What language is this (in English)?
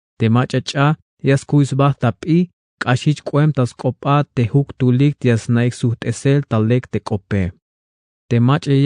Tzeltal